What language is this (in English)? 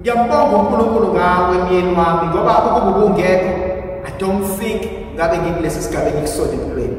Zulu